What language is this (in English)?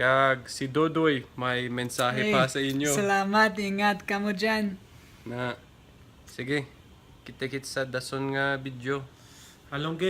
Hiligaynon